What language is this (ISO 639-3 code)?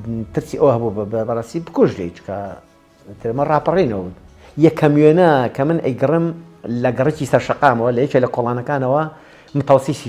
ckb